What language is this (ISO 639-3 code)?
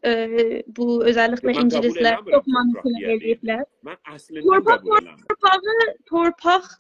azb